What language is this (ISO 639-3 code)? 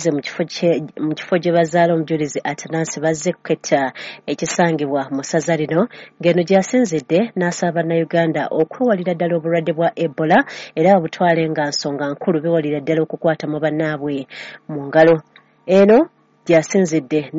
lug